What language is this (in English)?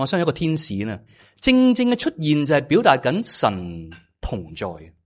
Cantonese